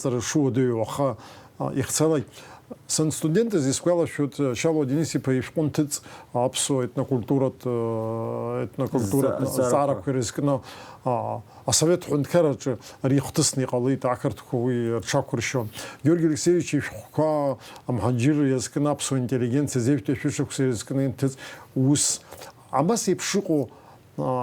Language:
Abkhazian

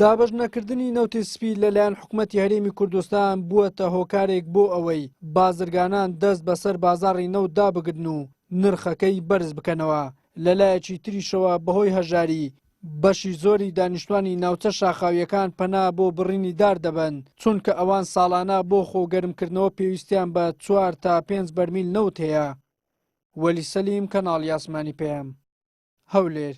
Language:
Central Kurdish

